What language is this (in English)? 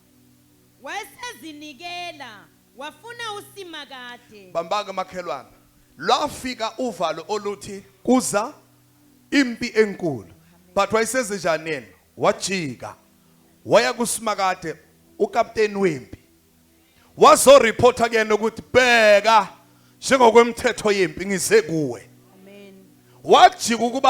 Zulu